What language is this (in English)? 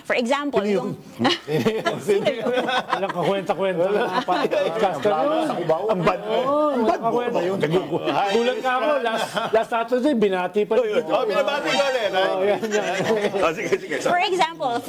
Filipino